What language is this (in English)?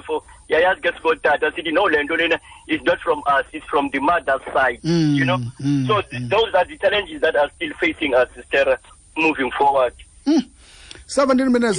Xhosa